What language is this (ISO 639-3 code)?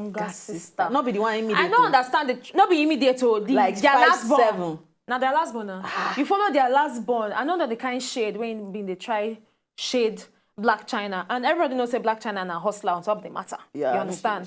pcm